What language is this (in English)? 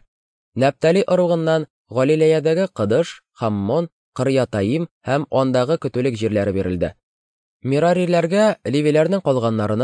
Tatar